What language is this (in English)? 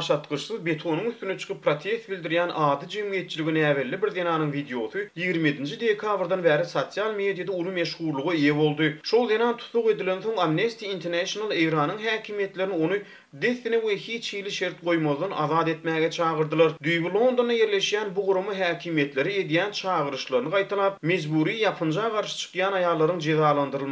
Turkmen